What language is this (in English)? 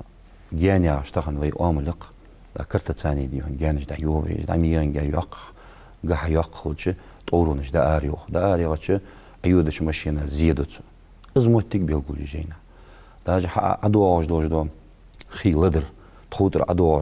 Ingush